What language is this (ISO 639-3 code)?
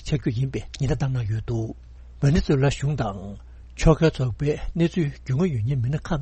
bod